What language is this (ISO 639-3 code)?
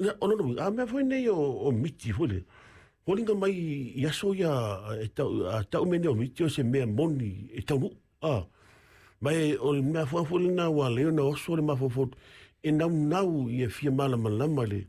smo